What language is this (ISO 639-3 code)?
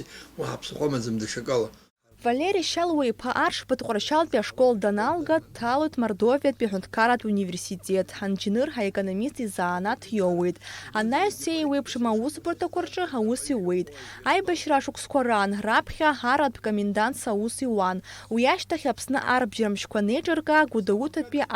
abk